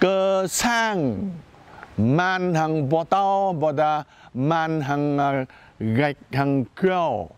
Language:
Jarai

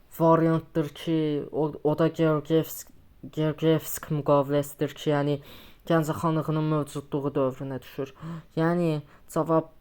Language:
Azerbaijani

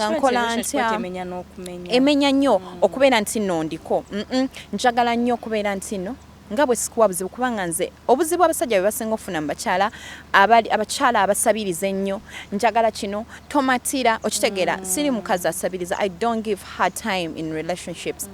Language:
Ganda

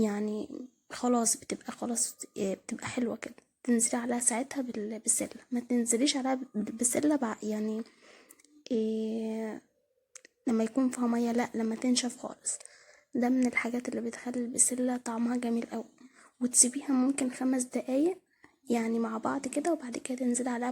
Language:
Egyptian Arabic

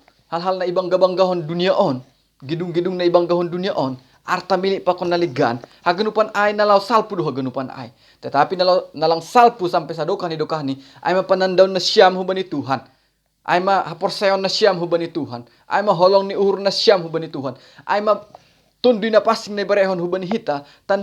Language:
Batak Simalungun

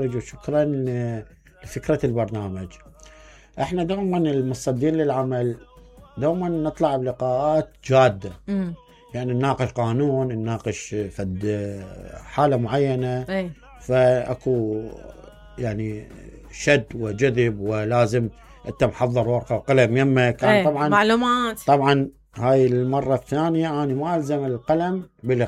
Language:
Mesopotamian Arabic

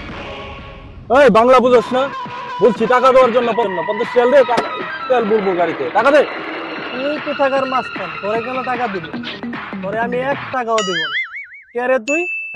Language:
Bangla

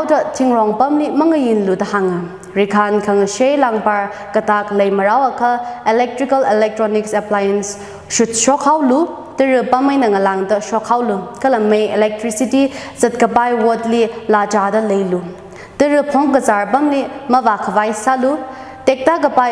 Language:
Tangkhul Naga (India)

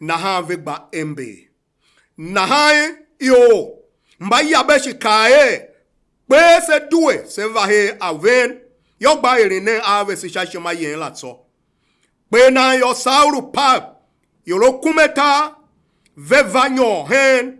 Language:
Tiv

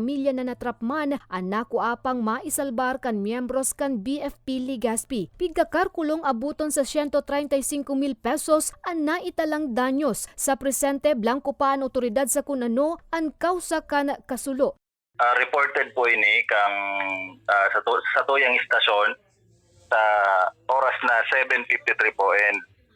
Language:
Bikol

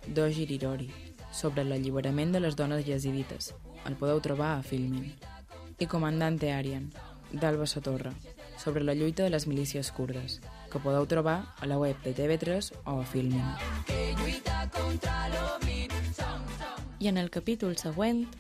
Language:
Catalan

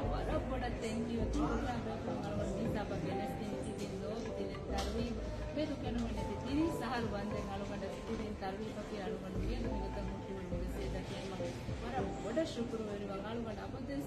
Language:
Divehi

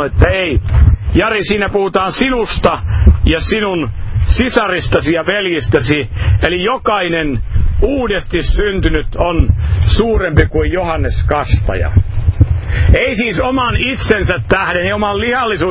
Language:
Finnish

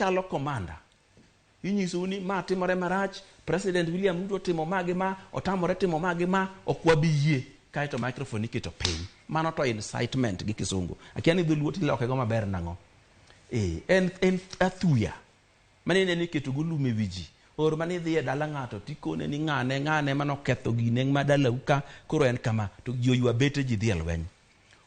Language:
Luo (Kenya and Tanzania)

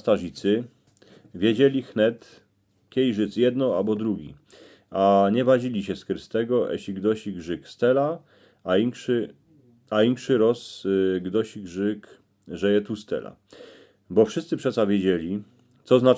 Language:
Silesian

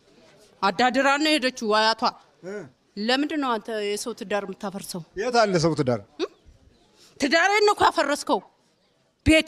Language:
Amharic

